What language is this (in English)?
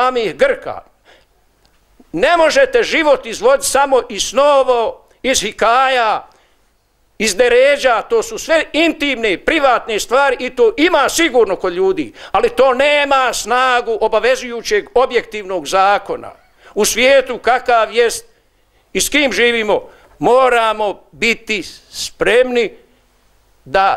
Bosnian